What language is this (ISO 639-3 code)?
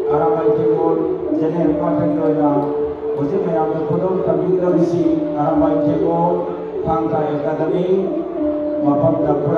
mni